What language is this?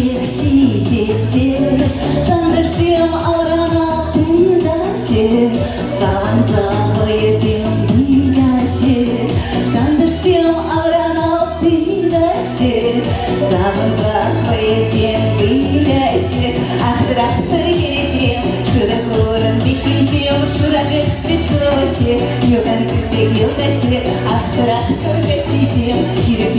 Chuvash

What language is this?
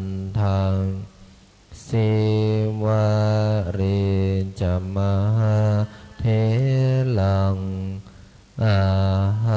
Pali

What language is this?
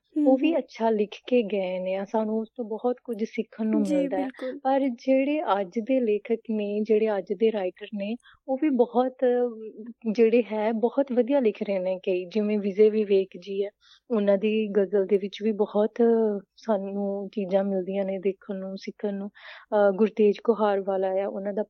Punjabi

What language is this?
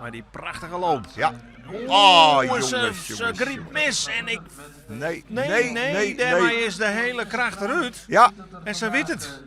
Western Frisian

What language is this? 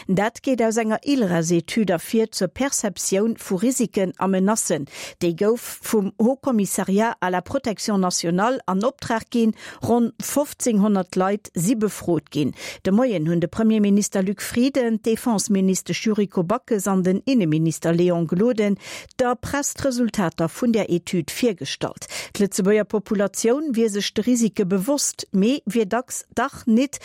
Luxembourgish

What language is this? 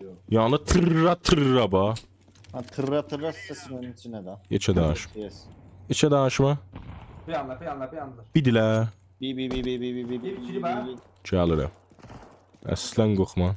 South Azerbaijani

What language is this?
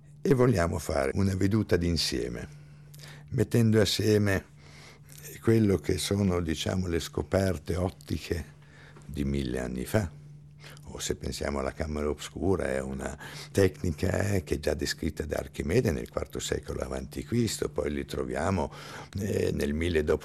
Italian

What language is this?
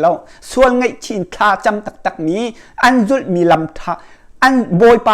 Hakha Chin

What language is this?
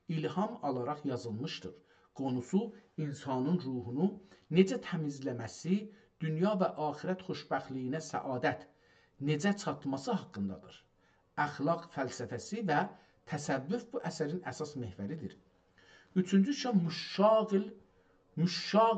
South Azerbaijani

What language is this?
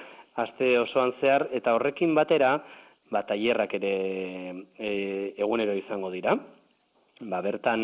Basque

